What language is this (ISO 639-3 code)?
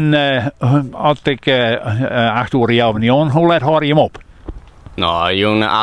fry